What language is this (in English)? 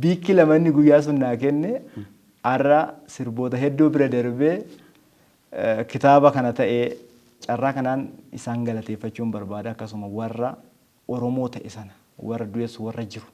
Oromo